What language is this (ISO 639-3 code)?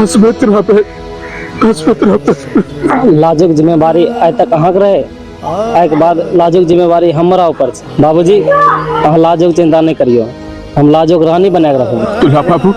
mai